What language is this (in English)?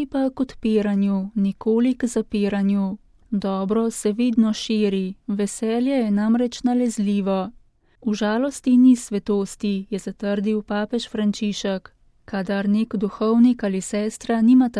Slovenian